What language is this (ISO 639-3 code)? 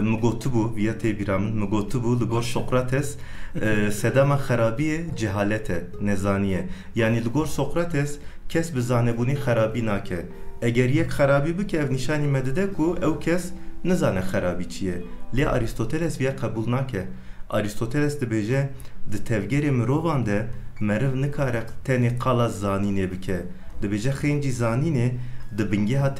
kur